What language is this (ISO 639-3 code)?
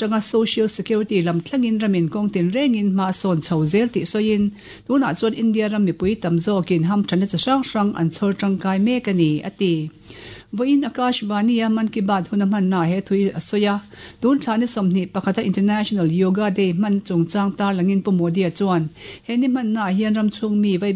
lus